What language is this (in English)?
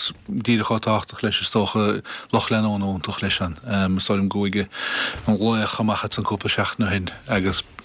Irish